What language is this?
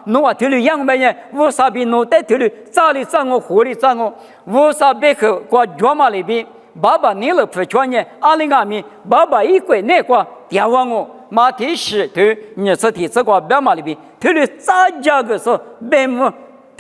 Lisu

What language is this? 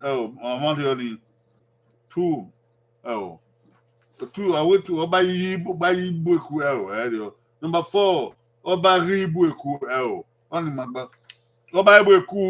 Bini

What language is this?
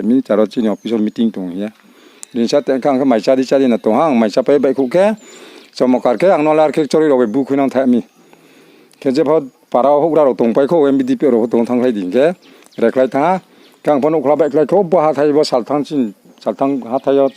Riang (India)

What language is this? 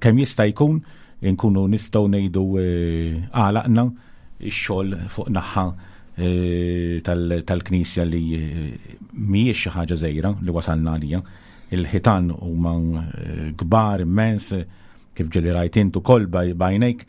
Maltese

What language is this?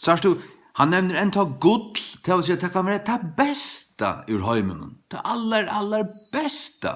Faroese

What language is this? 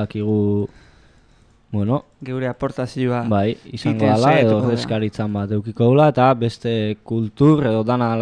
Basque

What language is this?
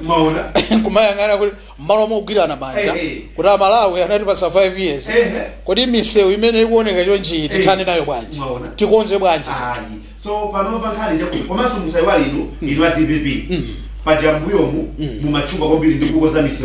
Nyanja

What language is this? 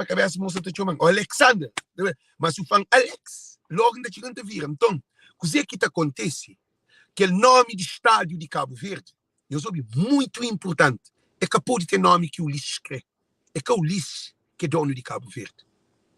Kabuverdianu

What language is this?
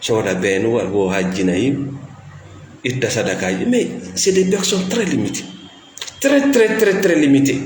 Fula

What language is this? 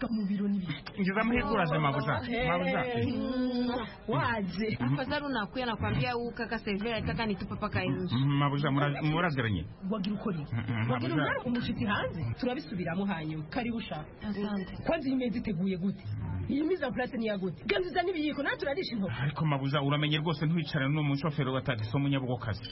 Kinyarwanda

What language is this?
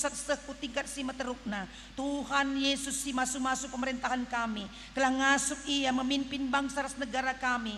Batak Karo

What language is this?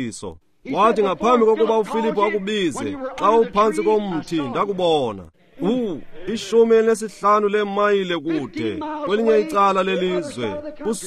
Xhosa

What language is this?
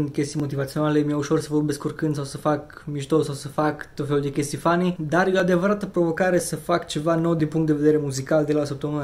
Romanian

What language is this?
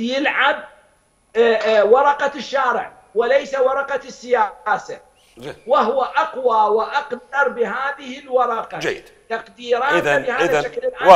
Mesopotamian Arabic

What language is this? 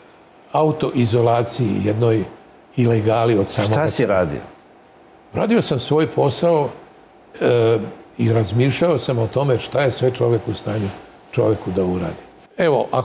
Serbian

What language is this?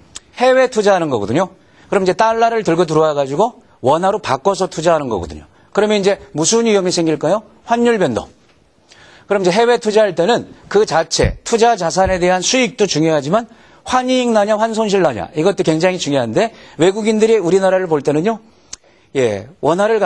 Korean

